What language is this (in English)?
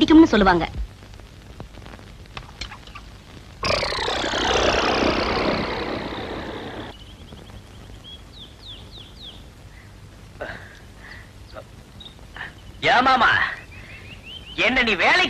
Tamil